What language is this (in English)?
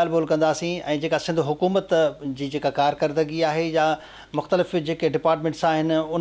Sindhi